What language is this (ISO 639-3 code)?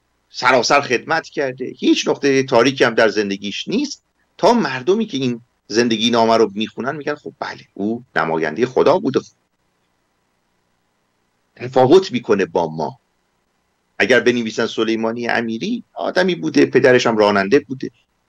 fas